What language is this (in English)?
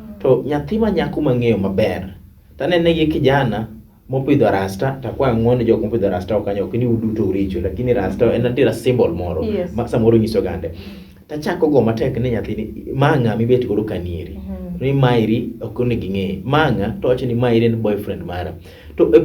Luo (Kenya and Tanzania)